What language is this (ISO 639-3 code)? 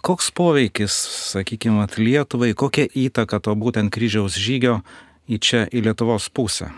lit